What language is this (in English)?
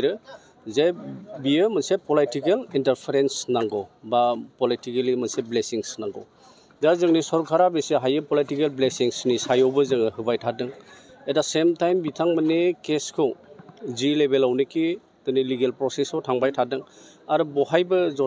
Bodo